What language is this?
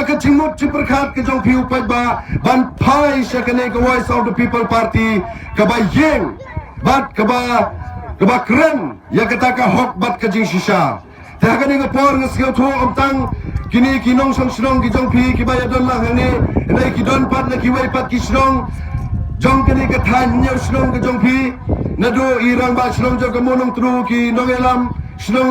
Khasi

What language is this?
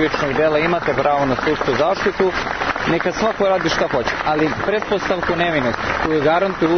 Serbian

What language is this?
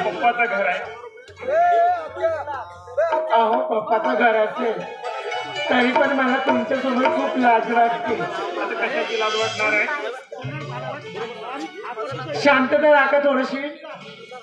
Marathi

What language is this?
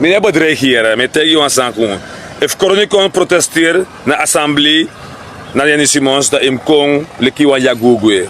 Sranan Tongo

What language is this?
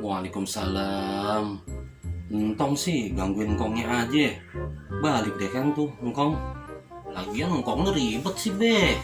Betawi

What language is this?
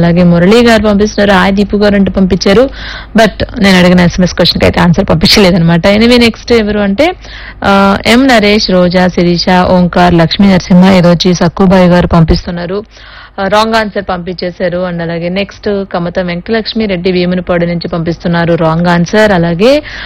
Telugu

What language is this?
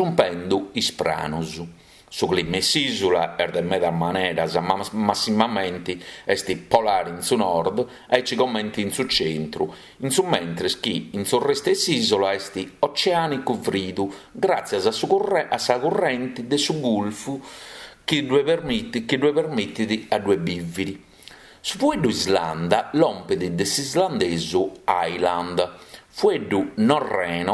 Sardinian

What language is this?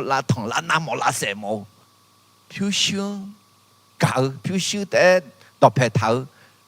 Akha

